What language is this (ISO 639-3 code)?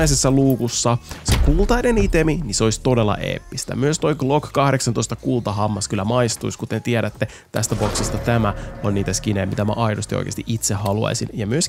fin